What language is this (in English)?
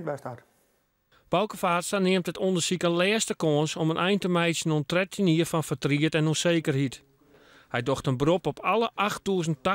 Western Frisian